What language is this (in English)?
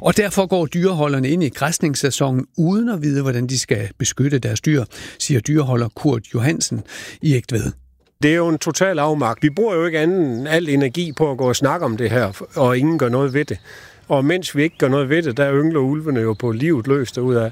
Danish